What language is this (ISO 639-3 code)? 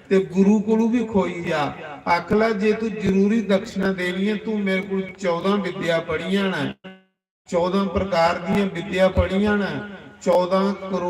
doi